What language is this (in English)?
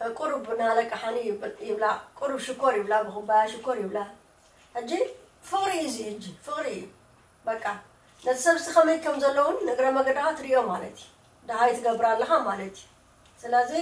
Tigrinya